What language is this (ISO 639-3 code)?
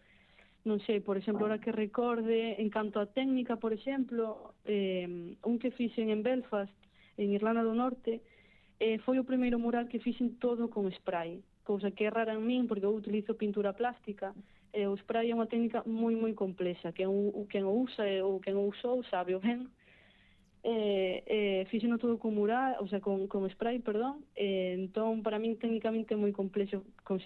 glg